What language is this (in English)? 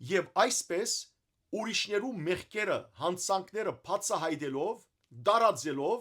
Western Armenian